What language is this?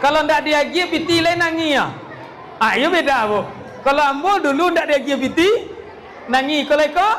Minangkabau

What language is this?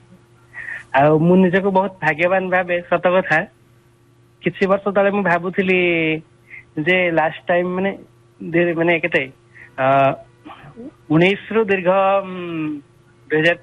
Odia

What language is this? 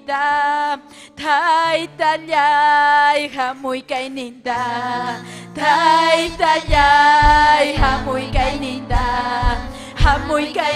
Ayacucho Quechua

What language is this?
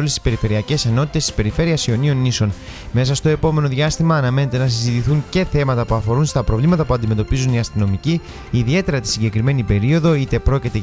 Greek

